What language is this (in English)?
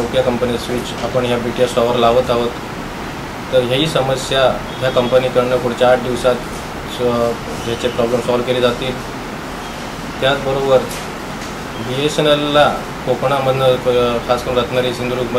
Marathi